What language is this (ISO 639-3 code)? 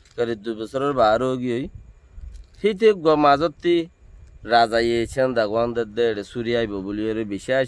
rhg